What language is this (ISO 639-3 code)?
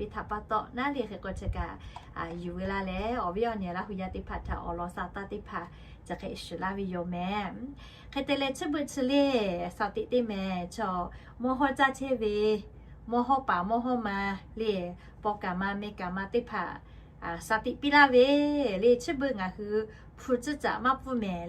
lhu